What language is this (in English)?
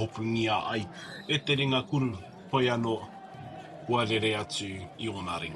Māori